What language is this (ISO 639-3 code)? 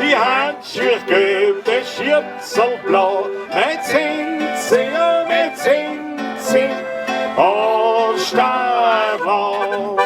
bar